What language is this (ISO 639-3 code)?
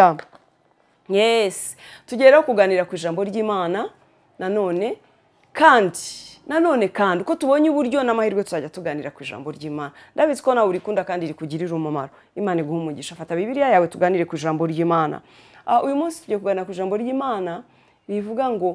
kin